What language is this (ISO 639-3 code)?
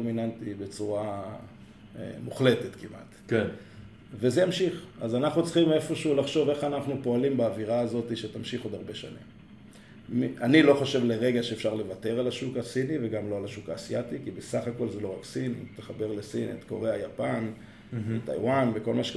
heb